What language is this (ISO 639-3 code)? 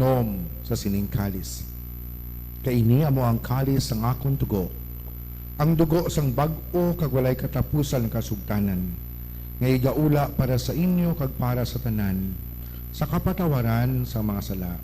hil